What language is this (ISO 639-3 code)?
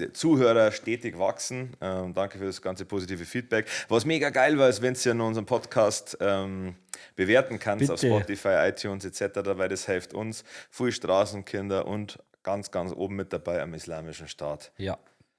bar